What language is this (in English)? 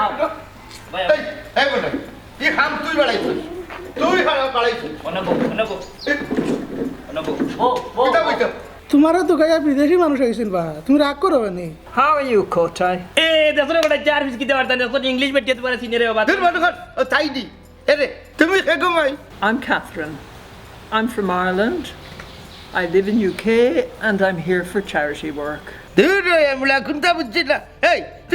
Sylheti